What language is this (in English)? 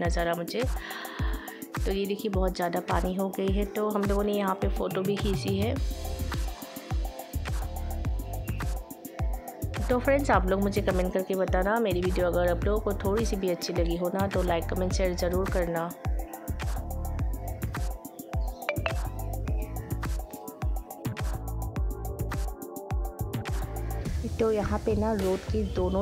Hindi